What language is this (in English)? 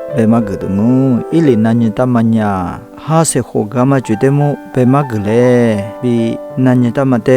Lisu